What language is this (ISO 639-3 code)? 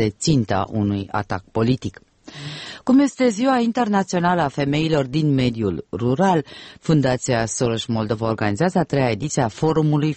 ron